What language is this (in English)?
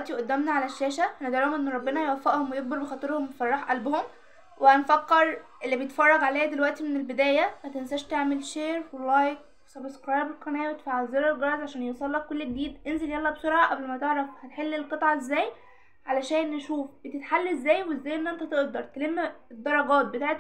Egyptian Arabic